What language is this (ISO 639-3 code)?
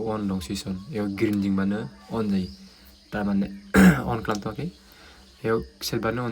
brx